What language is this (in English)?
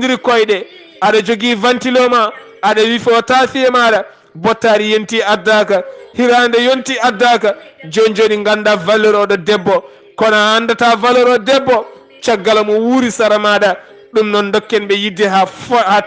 Fula